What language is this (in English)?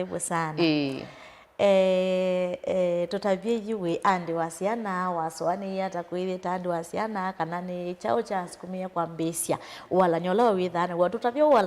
Kamba